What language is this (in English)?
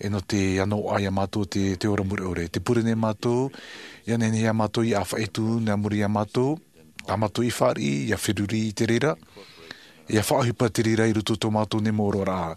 Tahitian